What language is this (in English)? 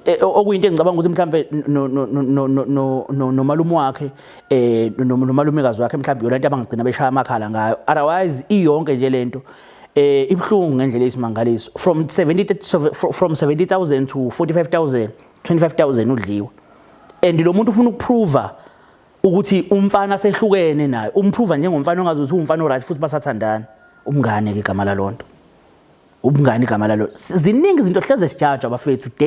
Zulu